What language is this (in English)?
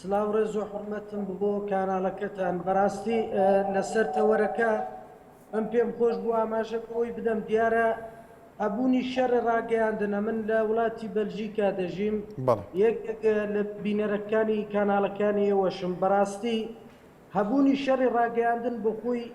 Central Kurdish